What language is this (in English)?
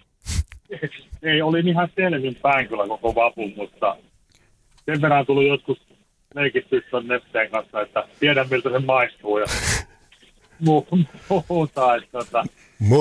Finnish